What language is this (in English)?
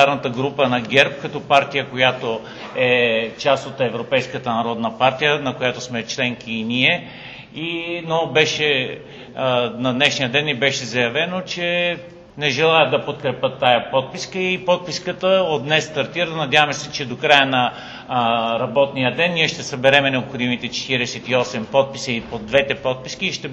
Bulgarian